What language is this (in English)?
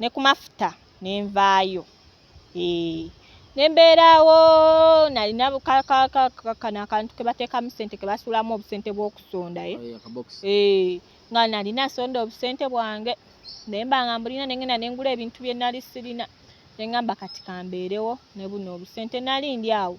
Ganda